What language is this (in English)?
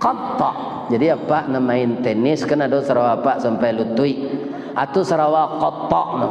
Minangkabau